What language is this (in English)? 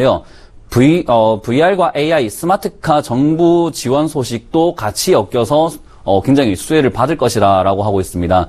Korean